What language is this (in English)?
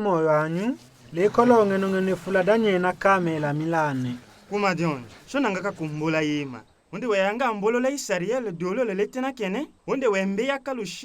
Tetela